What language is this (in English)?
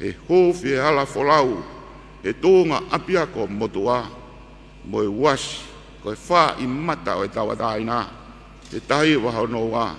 Tongan